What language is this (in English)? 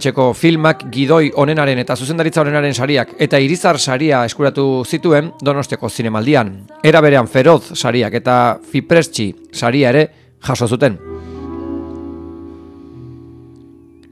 Basque